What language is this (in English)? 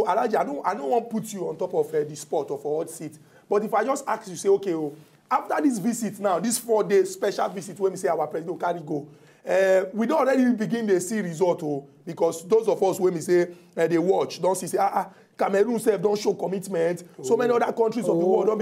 Nigerian Pidgin